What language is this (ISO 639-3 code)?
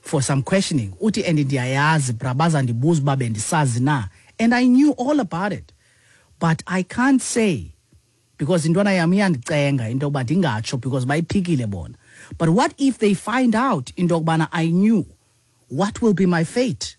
xho